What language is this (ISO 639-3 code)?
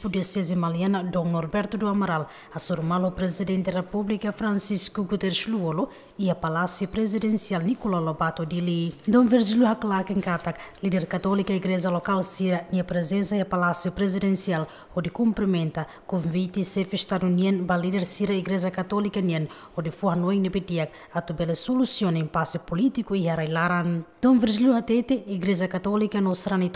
tet